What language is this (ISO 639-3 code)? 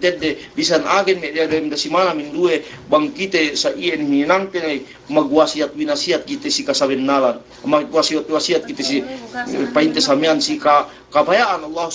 yka